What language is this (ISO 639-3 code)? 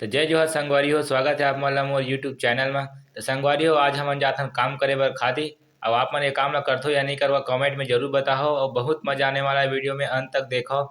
hne